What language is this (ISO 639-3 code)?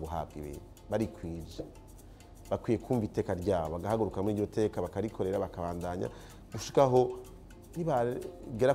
run